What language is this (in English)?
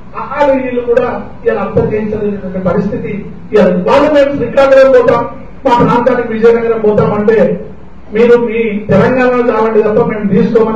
Telugu